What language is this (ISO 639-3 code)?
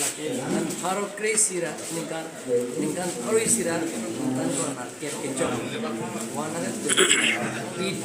mjw